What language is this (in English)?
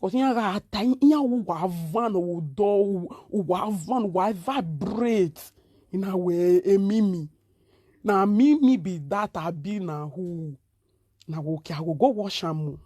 Nigerian Pidgin